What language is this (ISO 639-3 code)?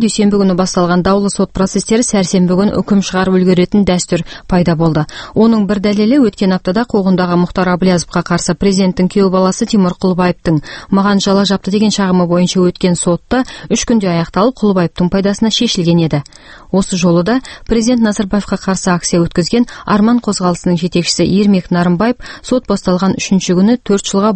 kaz